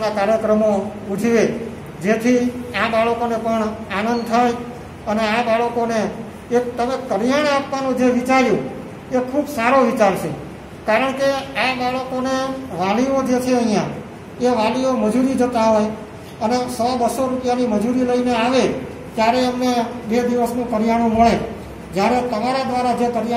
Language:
Gujarati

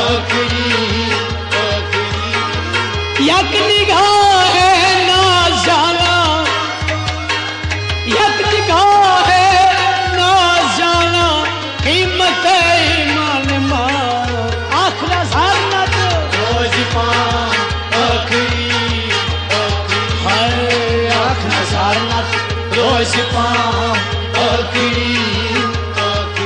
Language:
Urdu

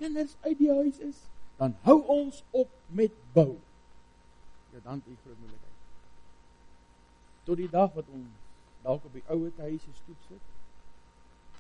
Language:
Afrikaans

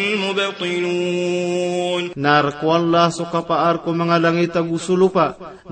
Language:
Maranao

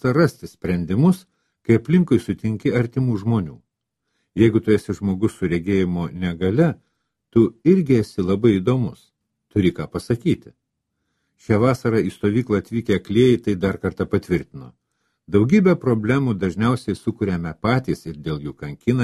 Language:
Lithuanian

